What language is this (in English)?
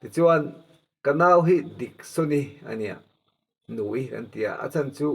Mizo